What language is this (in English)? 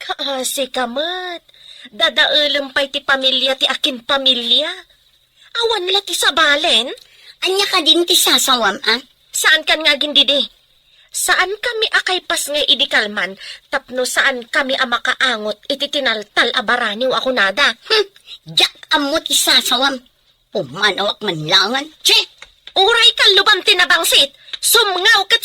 Iloko